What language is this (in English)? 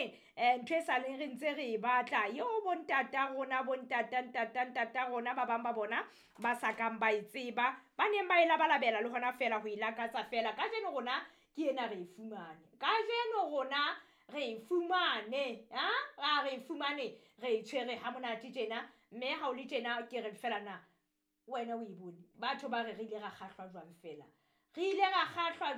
Southern Sotho